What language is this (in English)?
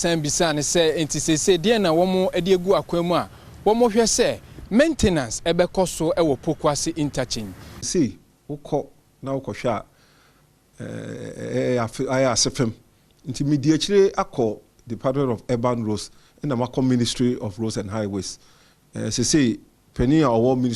Akan